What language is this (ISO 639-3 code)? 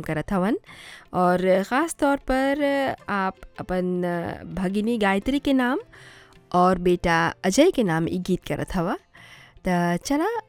bho